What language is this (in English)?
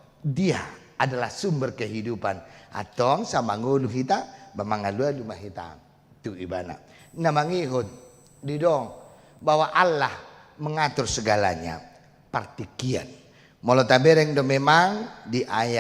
Batak Toba